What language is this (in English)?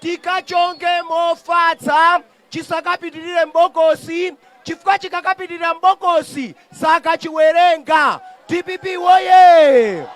Nyanja